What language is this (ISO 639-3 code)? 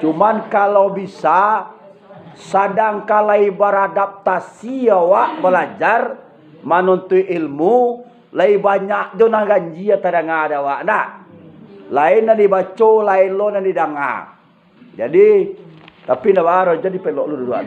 min